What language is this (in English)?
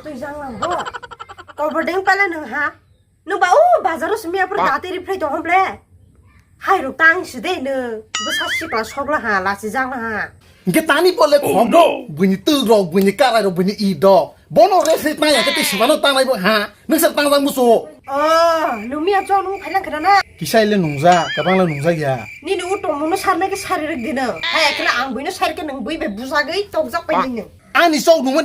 Kok Borok